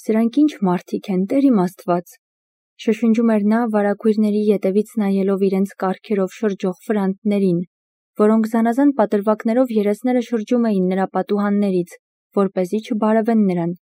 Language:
Armenian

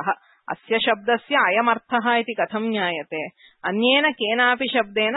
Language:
Sanskrit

